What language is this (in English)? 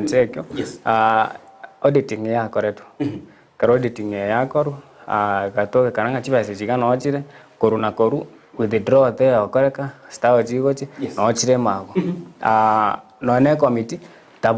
Gusii